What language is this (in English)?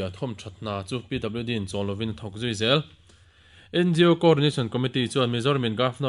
Mizo